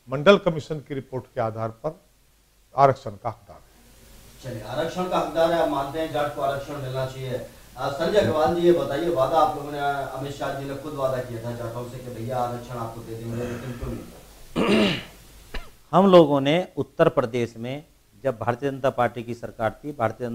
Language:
Hindi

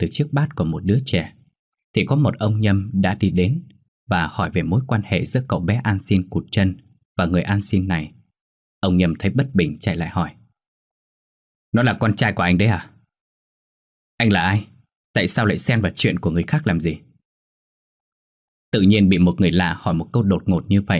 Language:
Vietnamese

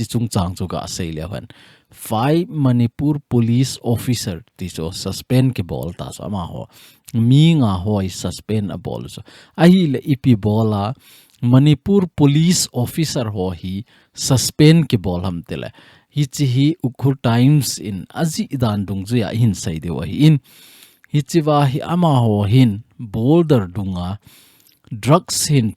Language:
Thado Chin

